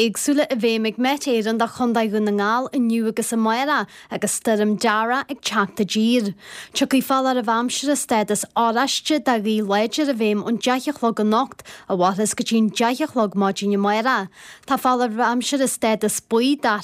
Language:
Irish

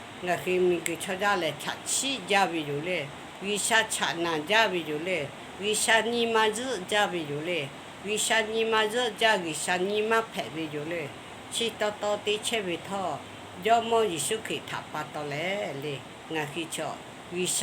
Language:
Lahu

